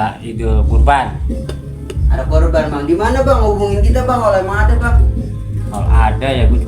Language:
Betawi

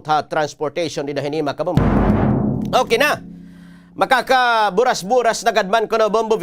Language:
Waray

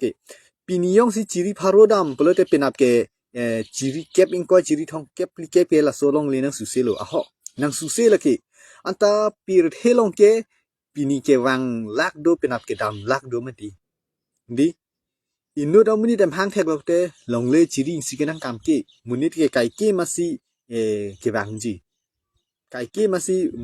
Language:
Karbi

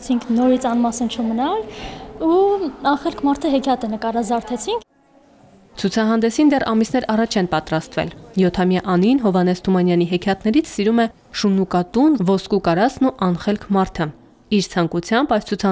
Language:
Armenian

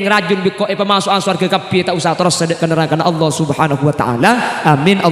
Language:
Madurese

